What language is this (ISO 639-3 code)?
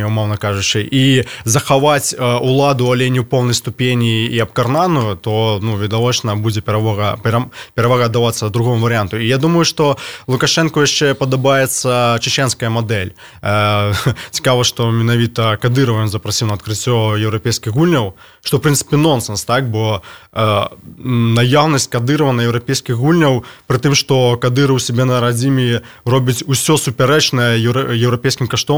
bel